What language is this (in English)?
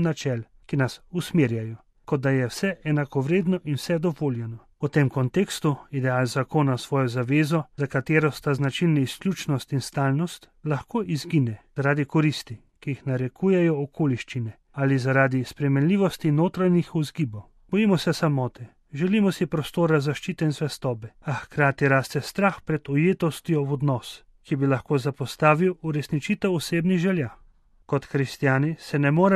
Slovenian